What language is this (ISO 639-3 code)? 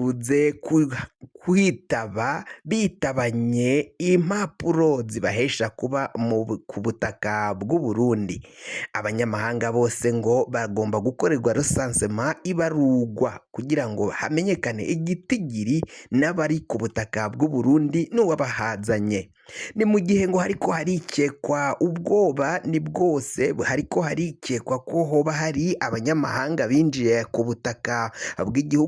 run